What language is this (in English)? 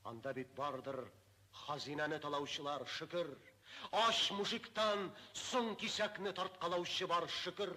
Tatar